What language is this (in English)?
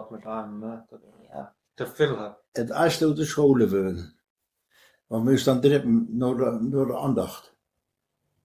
Westphalien